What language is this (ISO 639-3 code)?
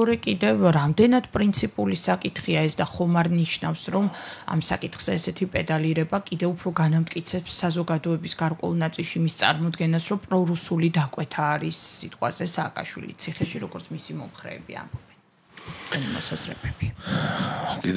kat